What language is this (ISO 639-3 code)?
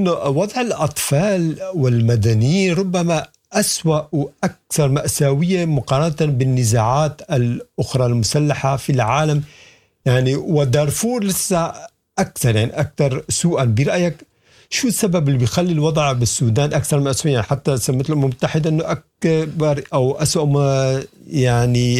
apd